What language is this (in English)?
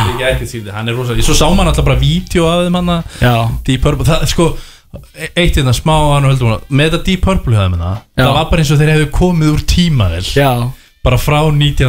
Icelandic